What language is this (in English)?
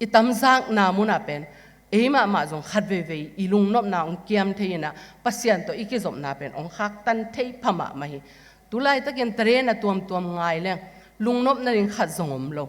Tedim Chin